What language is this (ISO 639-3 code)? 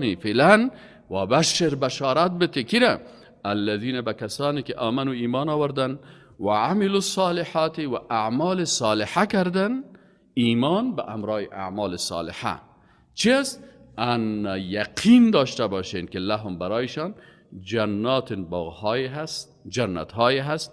fas